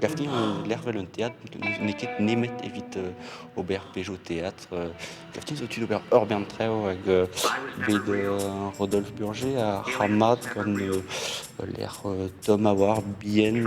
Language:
Breton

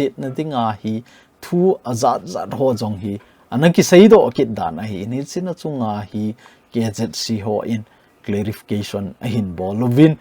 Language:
Thado Chin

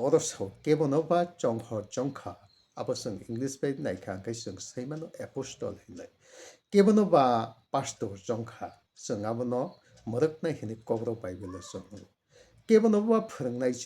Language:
Kok Borok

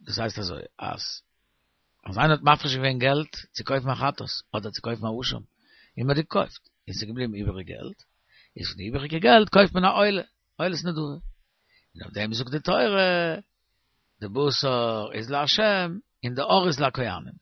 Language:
Yiddish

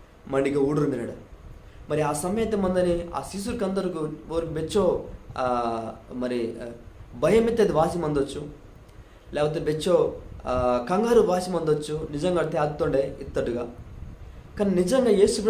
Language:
Koya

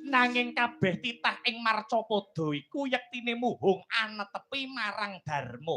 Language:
Javanese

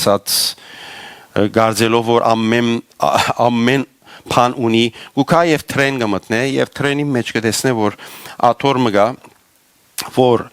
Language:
Western Armenian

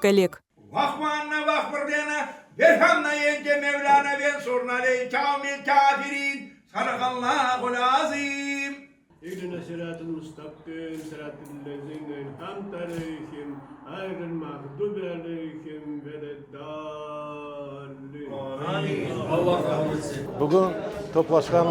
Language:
Crimean Tatar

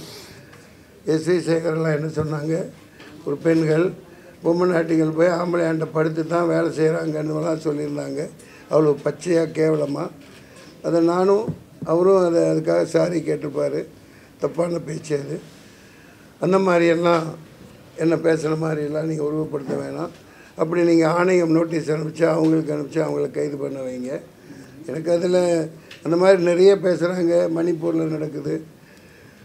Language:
Tamil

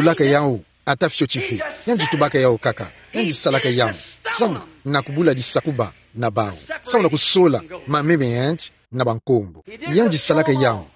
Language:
Kituba (Democratic Republic of Congo)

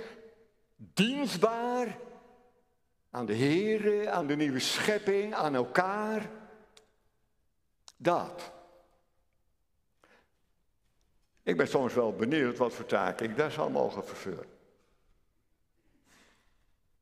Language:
Dutch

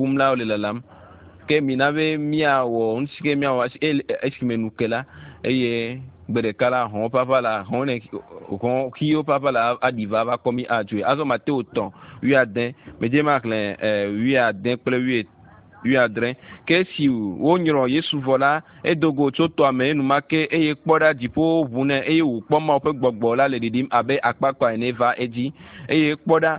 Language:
Ewe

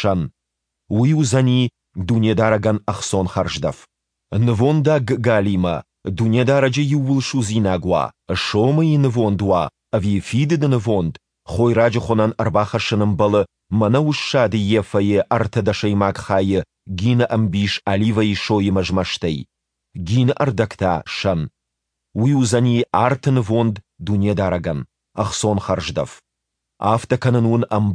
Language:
Ossetic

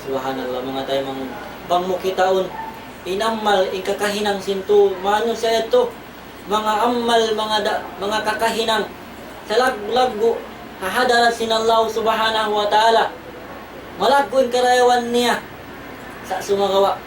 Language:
Tausug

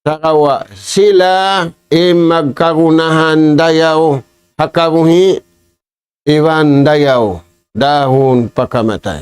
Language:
Tausug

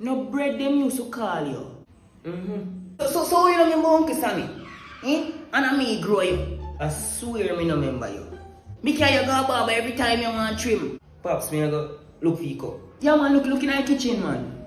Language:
Jamaican Creole English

